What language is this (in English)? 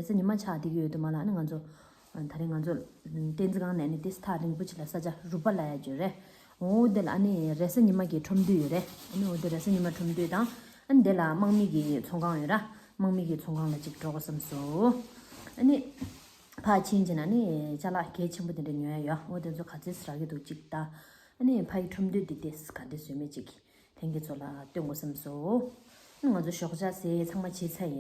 Tibetan